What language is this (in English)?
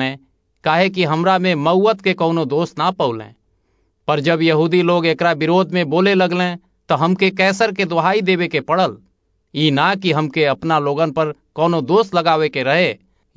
Bhojpuri